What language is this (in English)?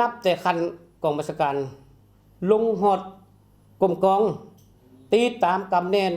Lao